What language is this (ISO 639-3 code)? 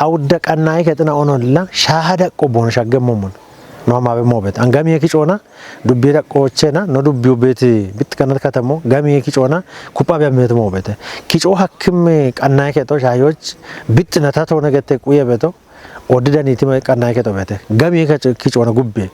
kbr